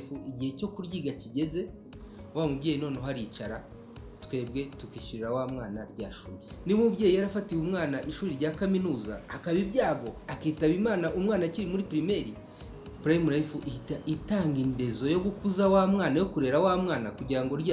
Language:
Kinyarwanda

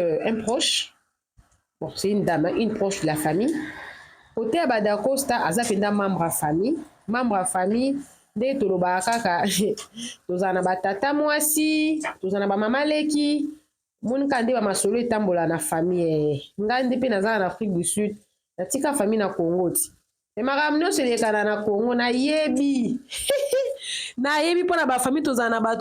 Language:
Lingala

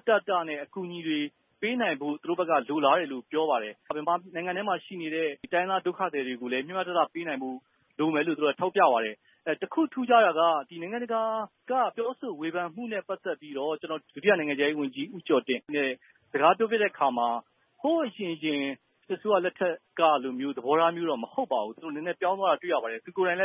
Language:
Burmese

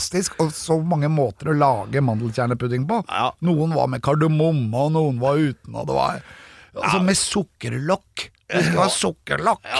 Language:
Norwegian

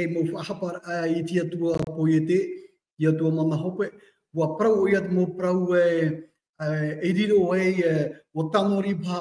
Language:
Tahitian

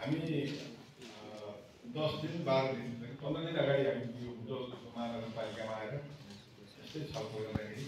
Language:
Nepali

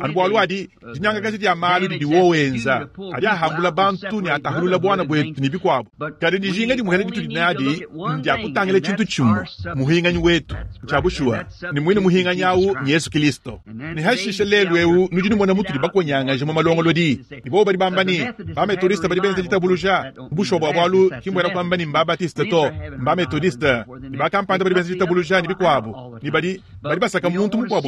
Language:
Luba-Lulua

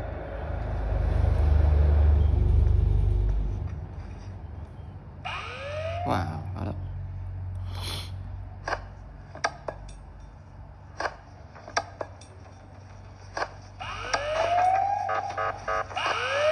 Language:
Vietnamese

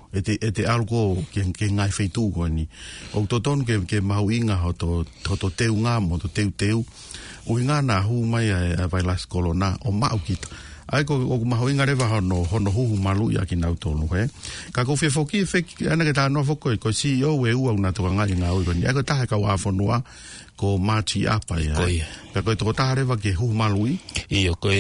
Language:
Tongan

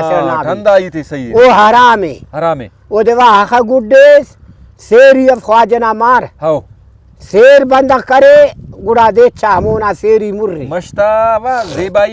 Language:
Brahui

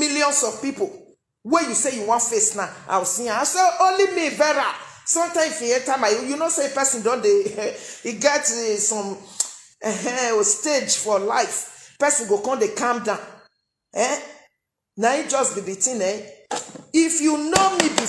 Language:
Nigerian Pidgin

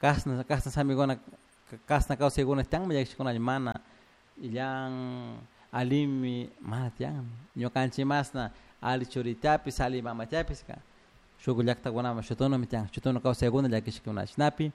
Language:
Chimborazo Highland Quichua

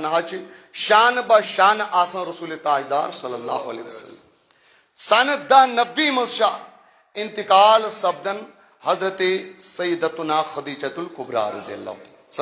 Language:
Kashmiri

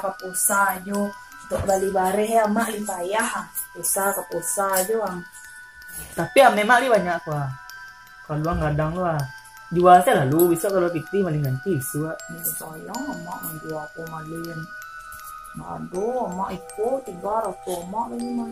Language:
Minangkabau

